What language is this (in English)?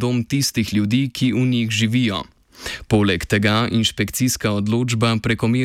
Slovenian